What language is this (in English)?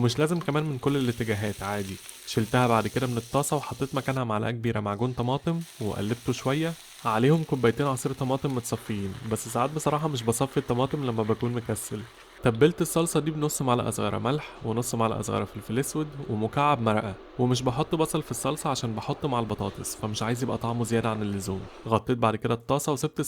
Egyptian Arabic